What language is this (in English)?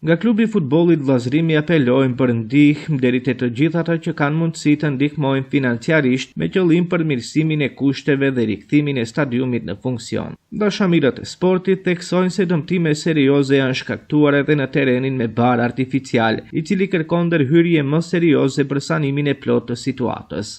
Albanian